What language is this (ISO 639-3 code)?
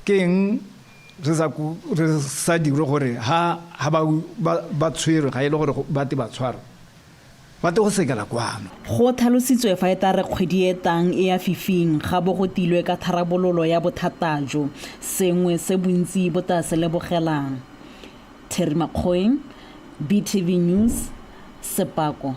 tsn